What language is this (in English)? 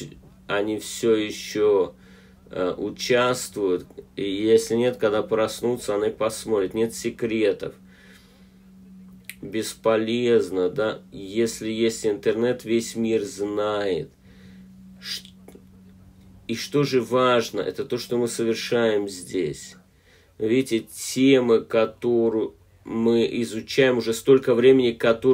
Russian